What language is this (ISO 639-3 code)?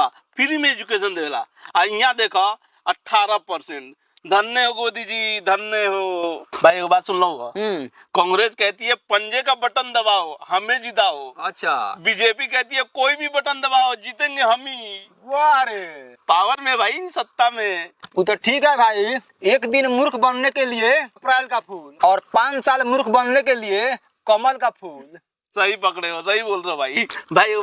bho